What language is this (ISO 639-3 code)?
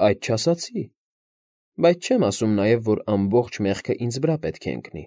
hye